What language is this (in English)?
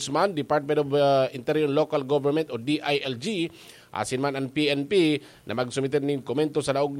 Bikol